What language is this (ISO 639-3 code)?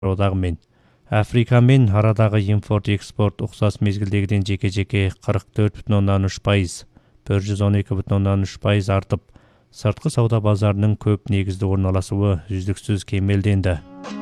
kaz